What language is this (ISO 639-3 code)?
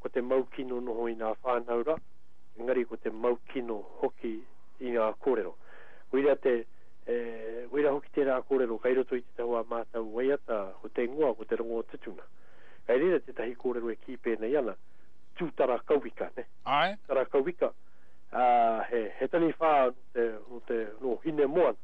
mri